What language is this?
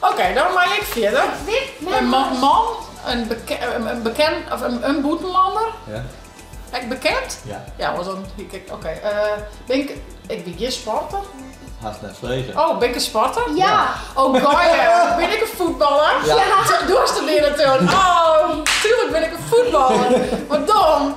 Western Frisian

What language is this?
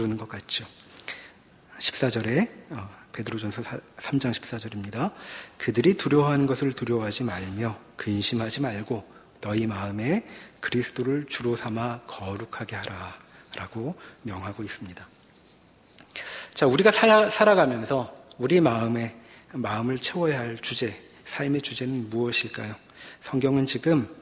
Korean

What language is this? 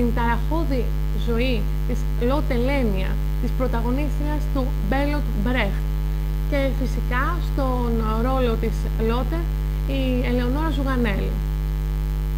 Greek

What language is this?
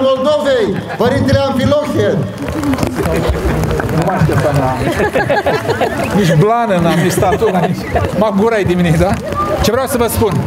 Romanian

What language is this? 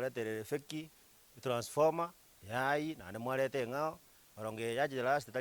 Gusii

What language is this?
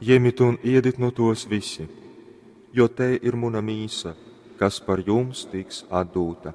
Latgalian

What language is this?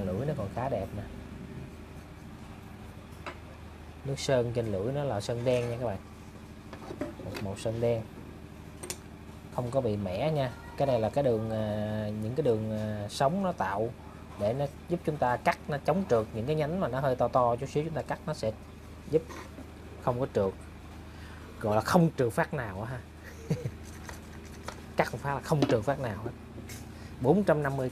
Vietnamese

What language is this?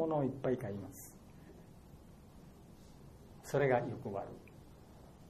Japanese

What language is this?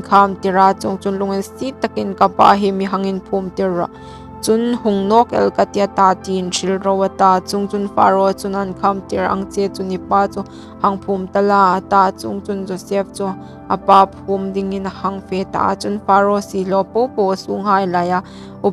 Hmar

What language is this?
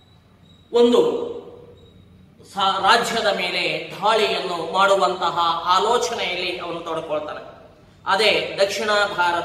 Kannada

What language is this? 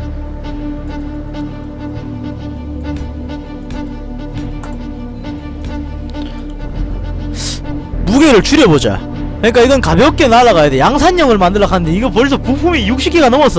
Korean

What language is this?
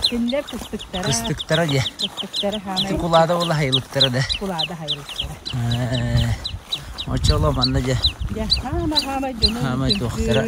Yakut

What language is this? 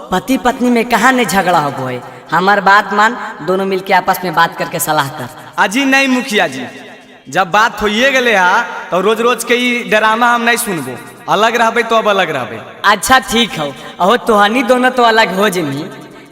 Magahi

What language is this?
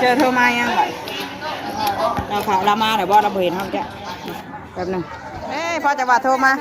Northeastern Thai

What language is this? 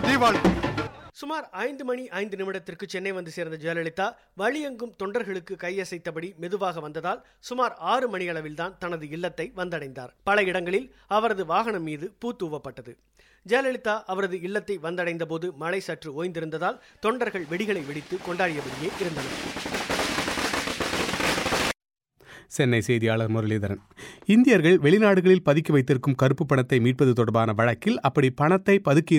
Tamil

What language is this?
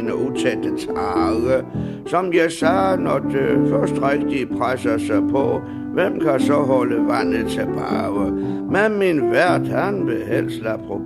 Danish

